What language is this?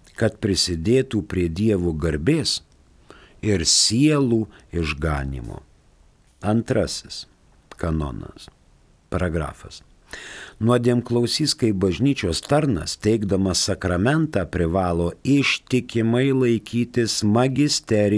Lithuanian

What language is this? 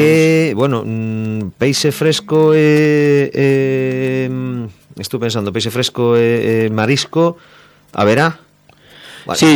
Galician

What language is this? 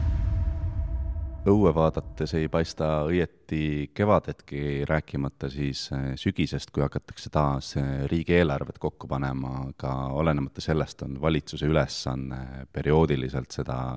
Estonian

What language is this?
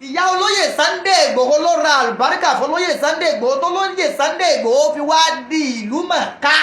Yoruba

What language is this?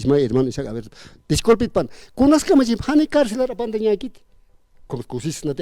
Aymara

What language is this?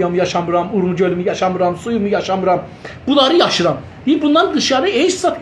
South Azerbaijani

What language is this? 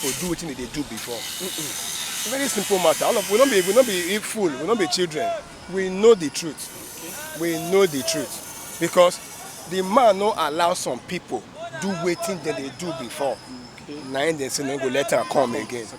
Nigerian Pidgin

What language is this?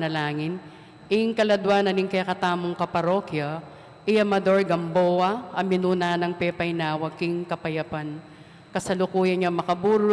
Pampanga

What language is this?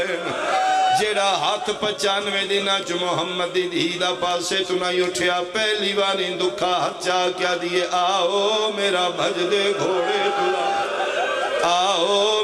Pahari-Potwari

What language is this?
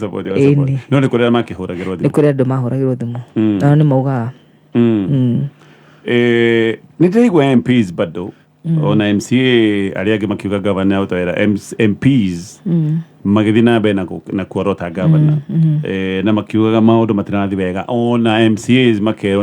Kikuyu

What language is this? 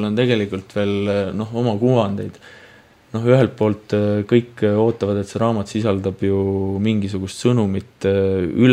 Estonian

